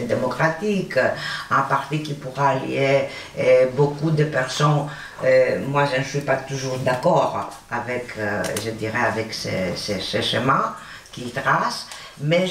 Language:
French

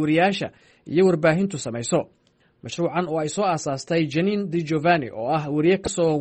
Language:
Somali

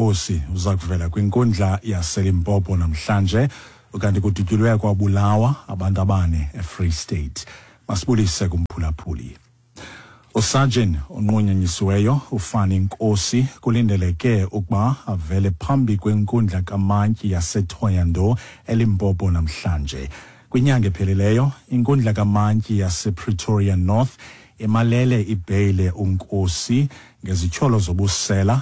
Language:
Xhosa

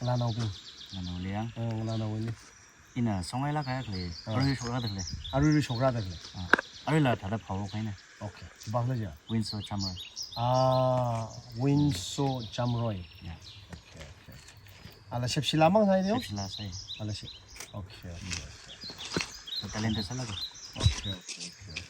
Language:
Tangkhul Naga (India)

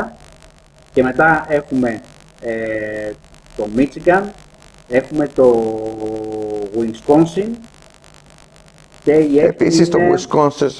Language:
Greek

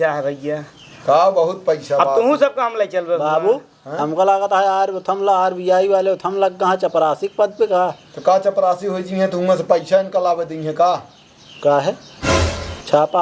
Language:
Awadhi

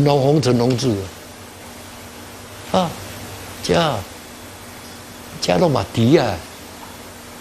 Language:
Min Nan Chinese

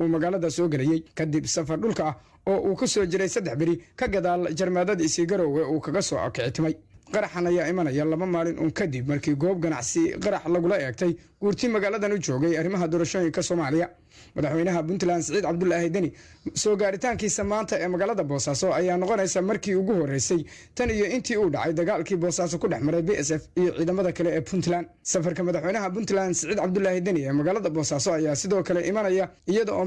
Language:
Somali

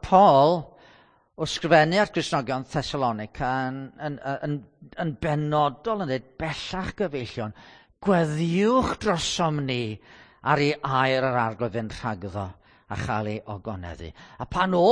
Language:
Welsh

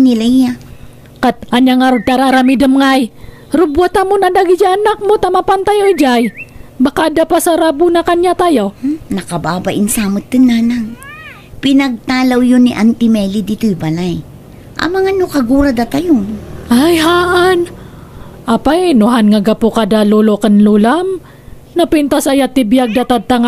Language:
Iloko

